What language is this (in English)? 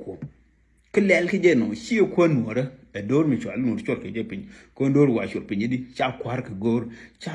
Nuer